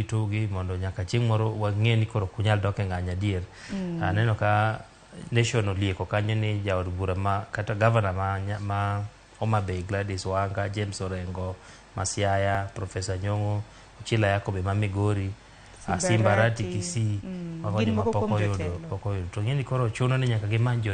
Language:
Luo (Kenya and Tanzania)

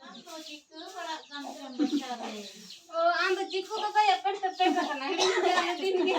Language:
Santali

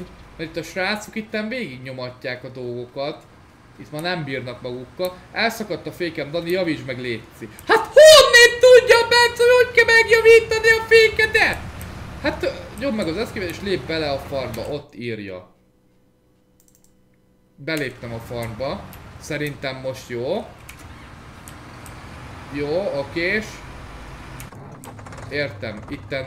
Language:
Hungarian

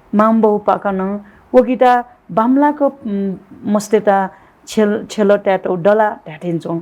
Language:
Newari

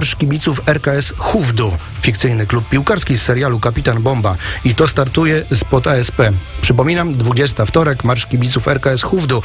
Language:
Polish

